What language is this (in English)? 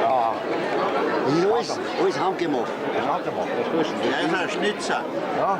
Bavarian